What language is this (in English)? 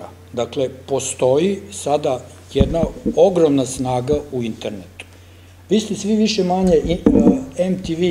Serbian